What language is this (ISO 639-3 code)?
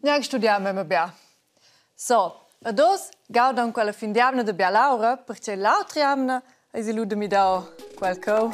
roh